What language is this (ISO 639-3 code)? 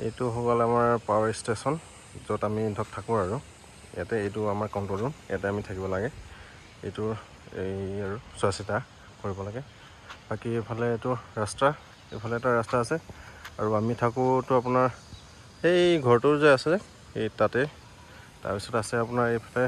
asm